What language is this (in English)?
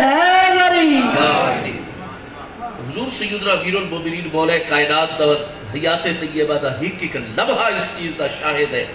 Saraiki